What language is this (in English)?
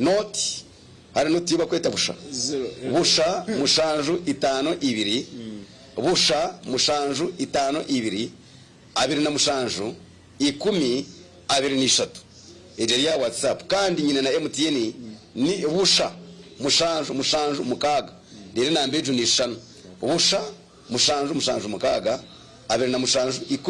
Nyankole